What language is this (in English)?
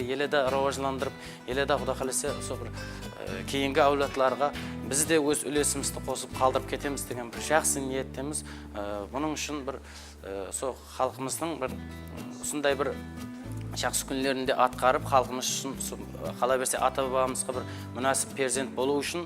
Kara-Kalpak